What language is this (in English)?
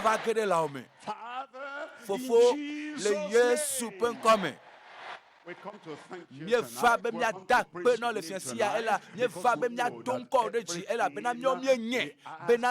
Ewe